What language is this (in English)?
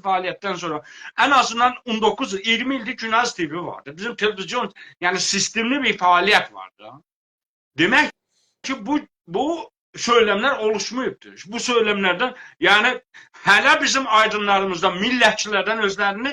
South Azerbaijani